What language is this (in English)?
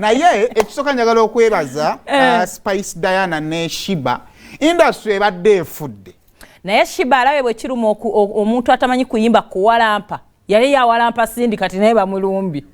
Ganda